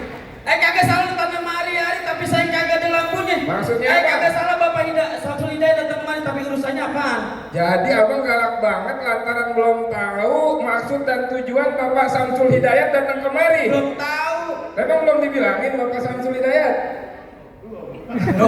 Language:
Betawi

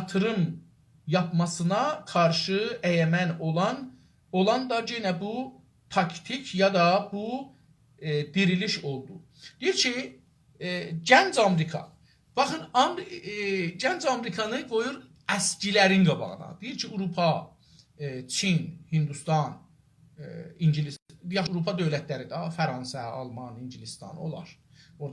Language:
South Azerbaijani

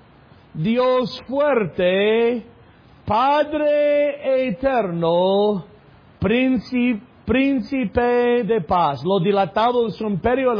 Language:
Spanish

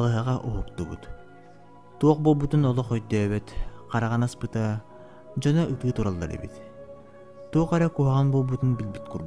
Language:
Yakut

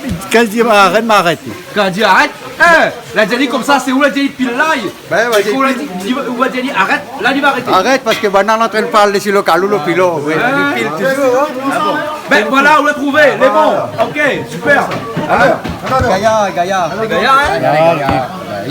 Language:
Réunion Creole French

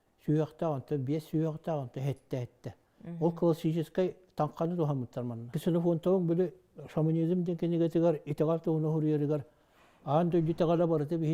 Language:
Yakut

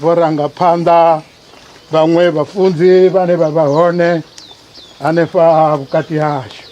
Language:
Venda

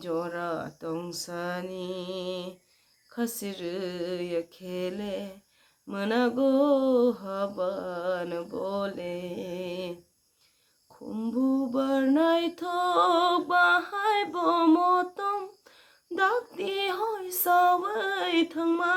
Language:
Kok Borok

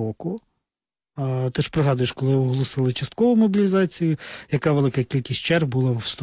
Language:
Ukrainian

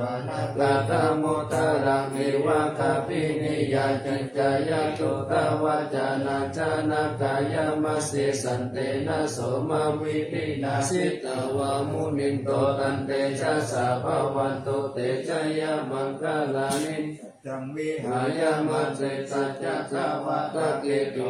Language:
Pali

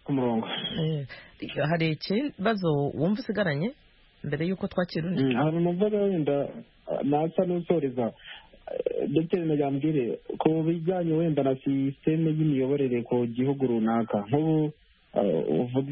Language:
Kinyarwanda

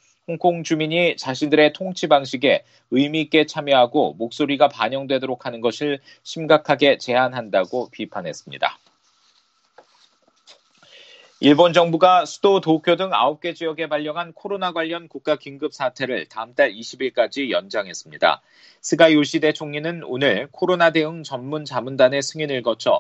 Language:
Korean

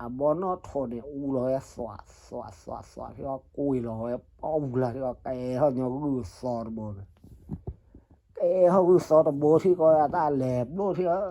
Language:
S'gaw Karen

